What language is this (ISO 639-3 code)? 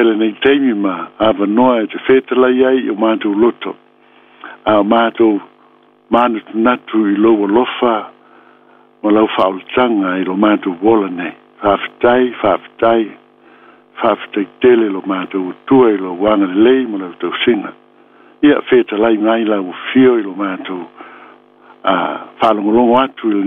smo